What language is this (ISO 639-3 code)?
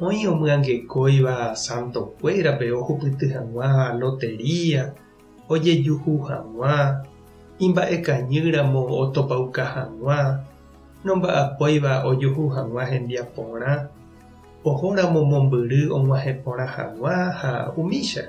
grn